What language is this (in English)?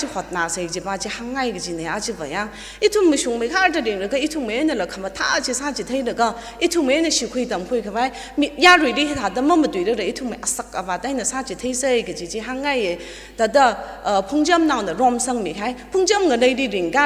Tangkhul Naga (India)